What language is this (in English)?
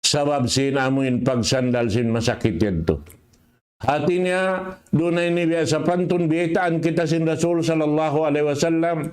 Tausug